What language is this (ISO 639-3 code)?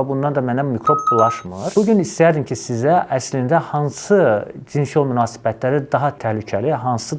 aze